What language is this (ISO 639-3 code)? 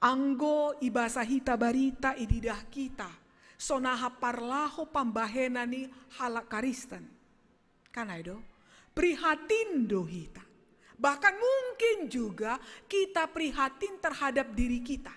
bts